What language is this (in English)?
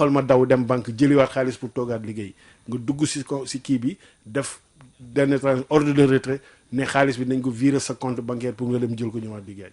Wolof